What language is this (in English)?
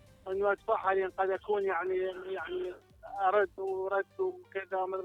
Mesopotamian Arabic